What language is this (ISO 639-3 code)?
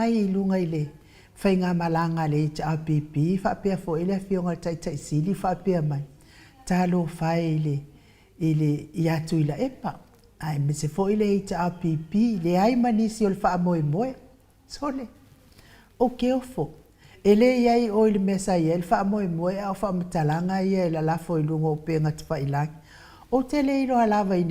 smo